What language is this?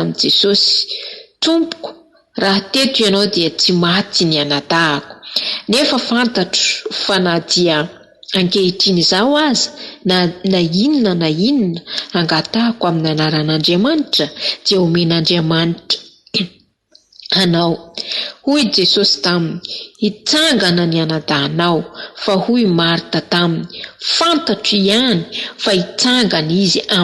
Malagasy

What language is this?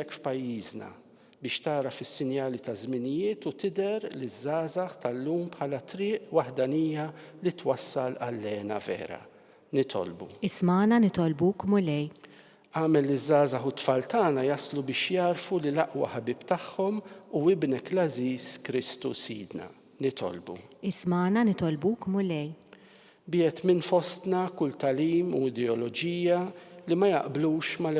Maltese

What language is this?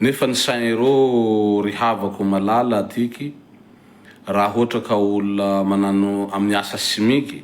Malagasy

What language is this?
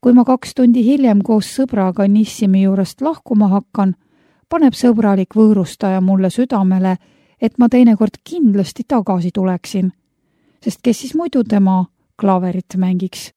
Estonian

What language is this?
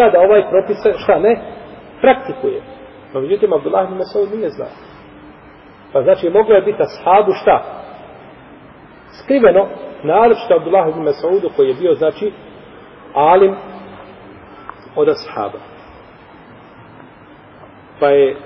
Bosnian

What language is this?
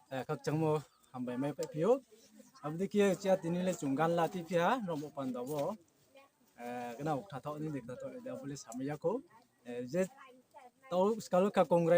Riang (India)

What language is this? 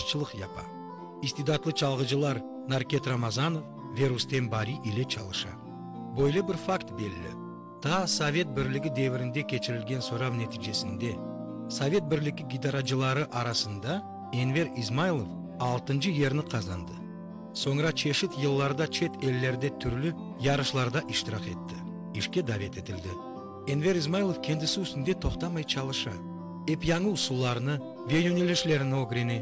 Crimean Tatar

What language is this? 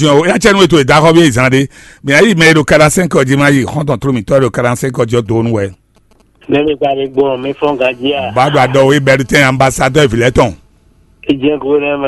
Fon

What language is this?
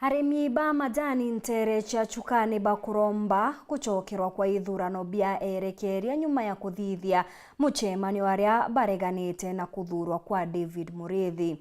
Meru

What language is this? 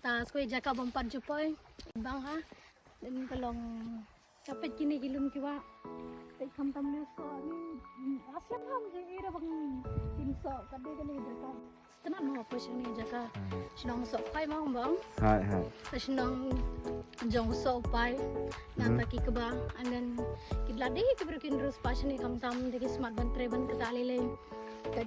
Khasi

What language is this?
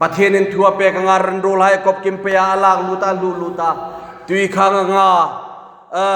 Hmar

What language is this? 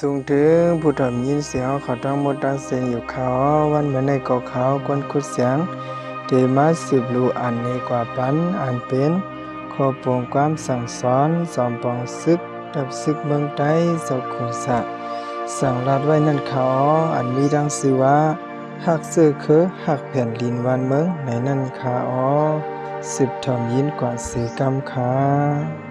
Shan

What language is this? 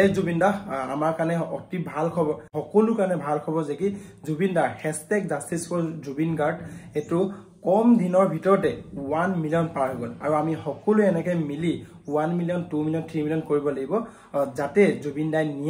Assamese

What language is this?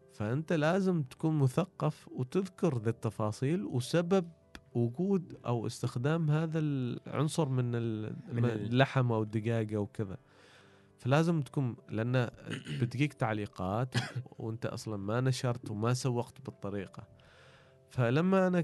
Gulf Arabic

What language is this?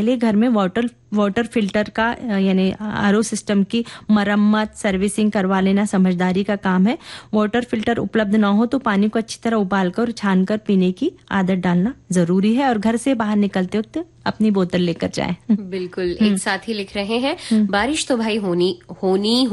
Hindi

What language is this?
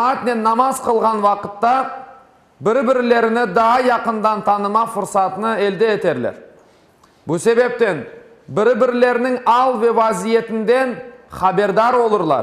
Crimean Tatar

